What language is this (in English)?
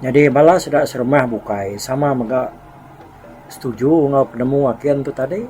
Iban